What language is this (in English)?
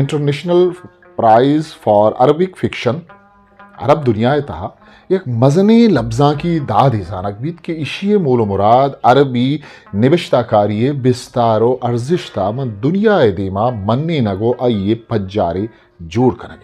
Eastern Balochi